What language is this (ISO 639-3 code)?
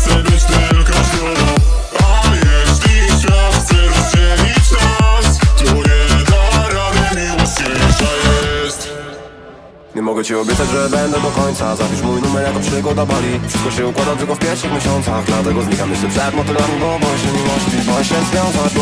pol